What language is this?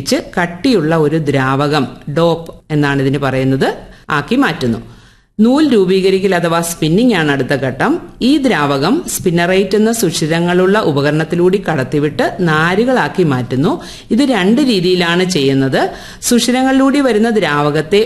Malayalam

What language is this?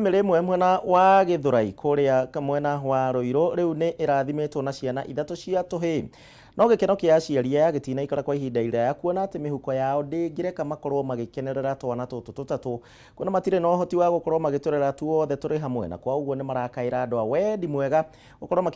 Kikuyu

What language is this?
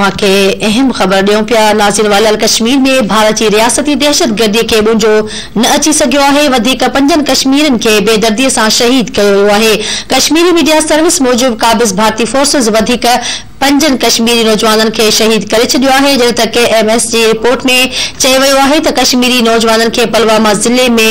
Sindhi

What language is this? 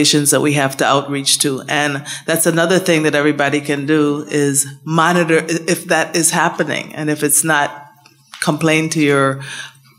English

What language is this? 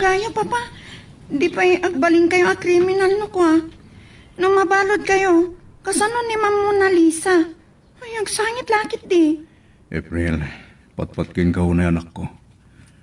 Iloko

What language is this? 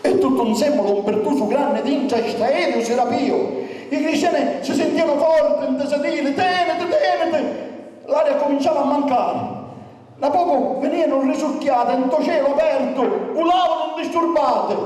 Sicilian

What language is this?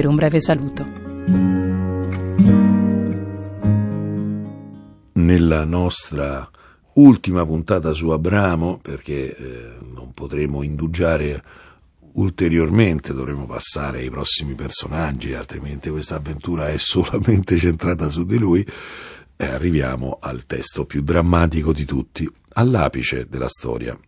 Italian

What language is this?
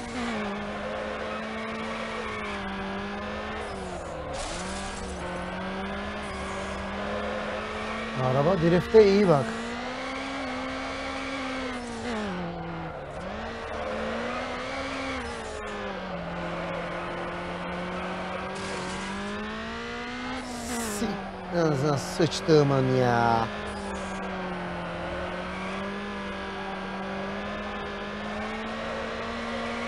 Turkish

